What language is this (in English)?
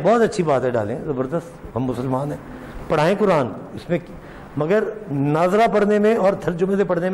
Urdu